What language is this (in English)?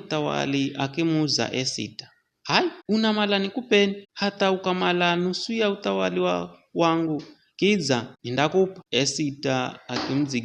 Giryama